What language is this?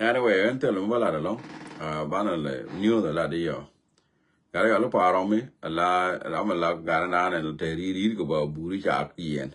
Nuer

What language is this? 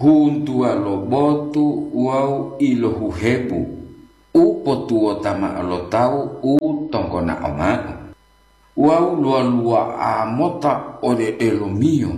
Gorontalo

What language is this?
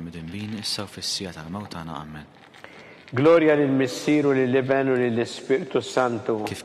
Maltese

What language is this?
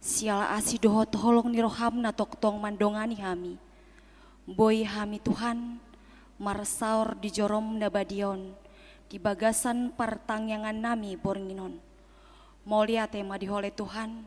Batak Toba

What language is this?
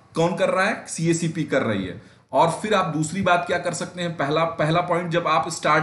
Hindi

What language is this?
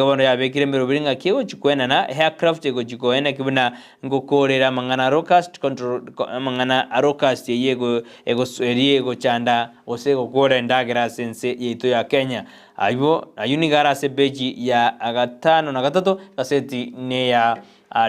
Gusii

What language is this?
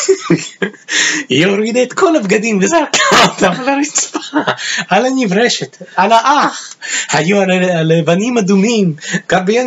Hebrew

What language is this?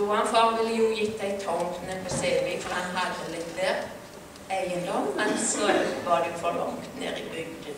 Norwegian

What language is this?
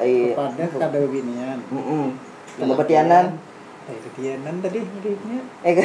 Banjar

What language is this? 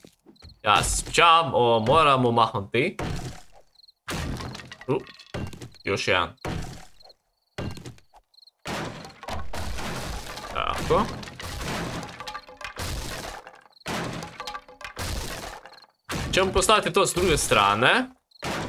Croatian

